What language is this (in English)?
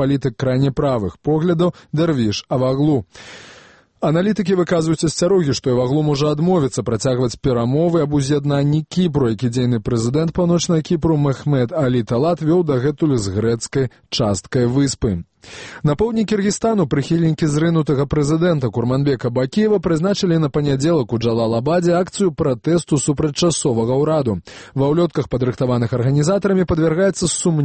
Belarusian